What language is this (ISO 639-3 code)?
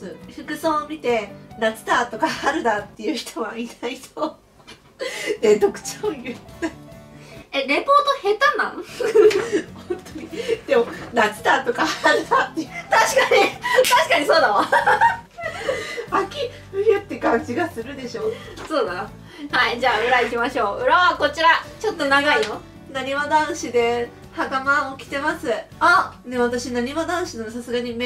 jpn